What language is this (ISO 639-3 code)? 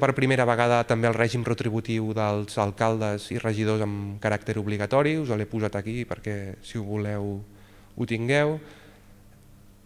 cat